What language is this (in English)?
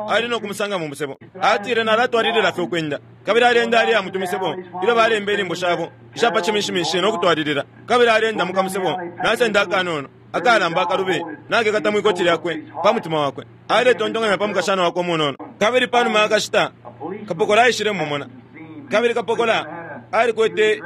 Bemba